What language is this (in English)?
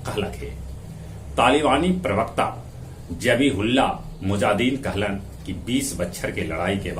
Magahi